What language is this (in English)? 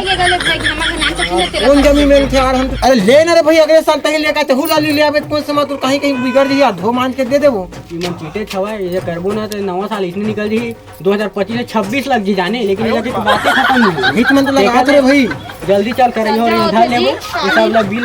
Chhattisgarhi